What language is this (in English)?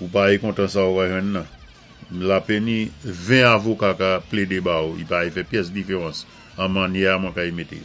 Saint Lucian Creole French